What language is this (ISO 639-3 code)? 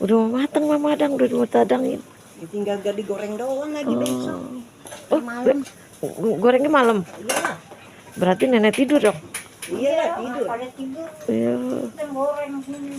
bew